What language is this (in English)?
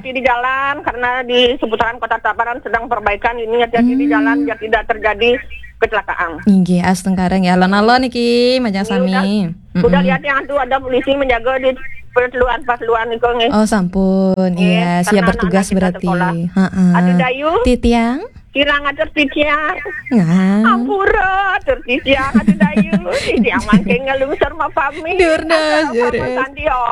Balinese